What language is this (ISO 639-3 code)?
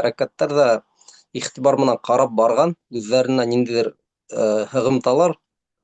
bak